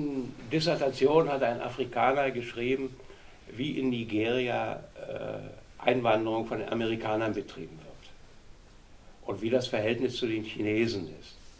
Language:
German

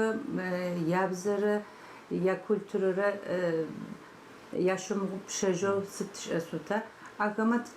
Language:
Adyghe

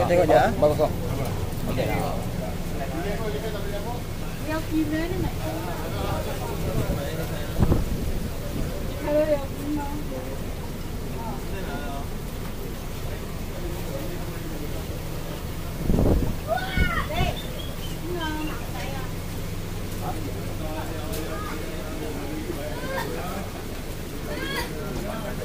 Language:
Malay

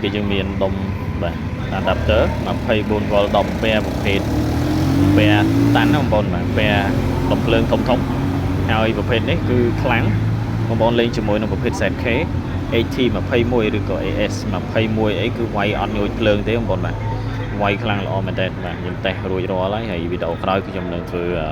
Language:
Khmer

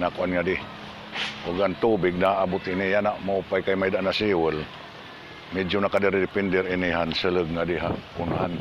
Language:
Waray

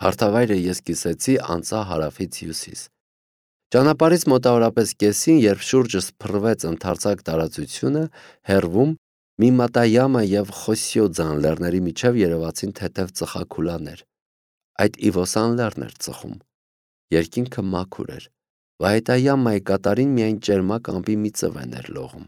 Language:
Armenian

